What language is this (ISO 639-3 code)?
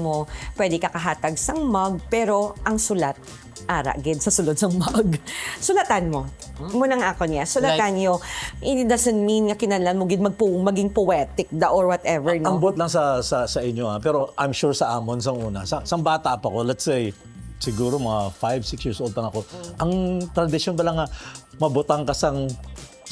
hil